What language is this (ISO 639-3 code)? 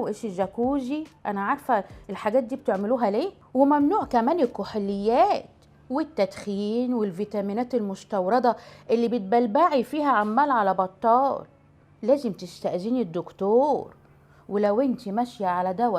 arz